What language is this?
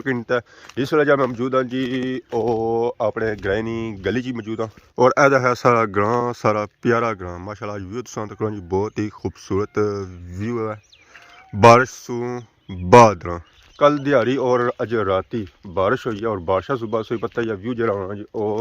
Pahari-Potwari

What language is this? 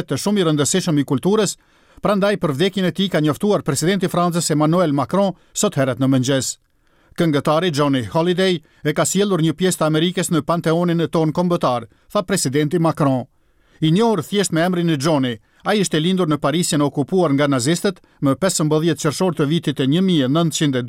Albanian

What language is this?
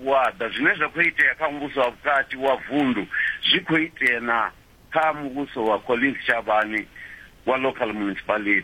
Venda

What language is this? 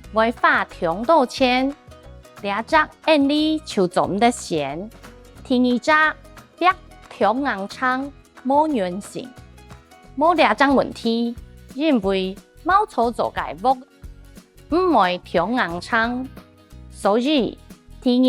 Hakka Chinese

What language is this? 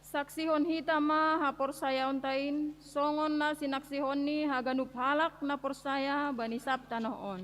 Batak Simalungun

